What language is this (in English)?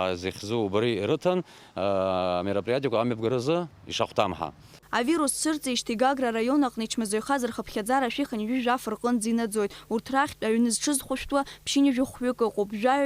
Abkhazian